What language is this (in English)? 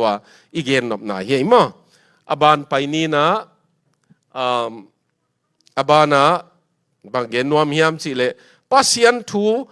Tedim Chin